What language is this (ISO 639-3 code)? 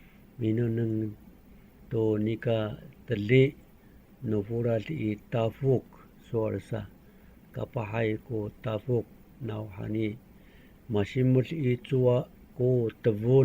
ami